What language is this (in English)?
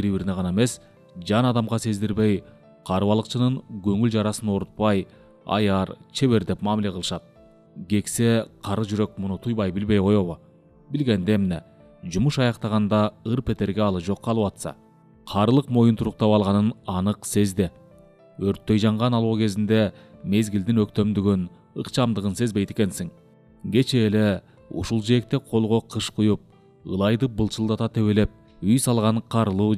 Kyrgyz